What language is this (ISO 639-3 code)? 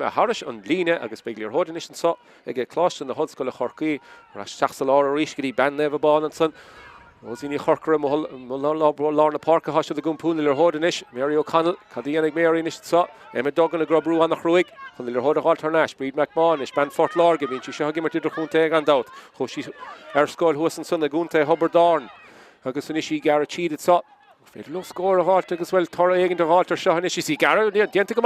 gle